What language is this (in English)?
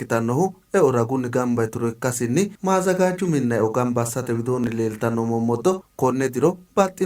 Sidamo